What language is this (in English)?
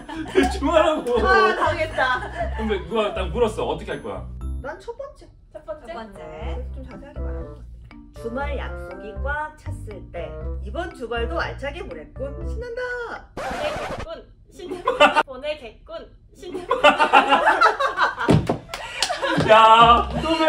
Korean